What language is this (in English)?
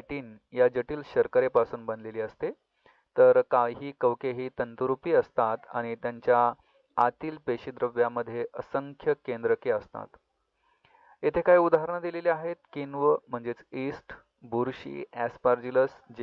Marathi